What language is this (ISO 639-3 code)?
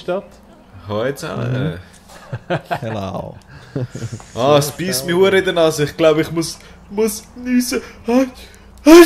gsw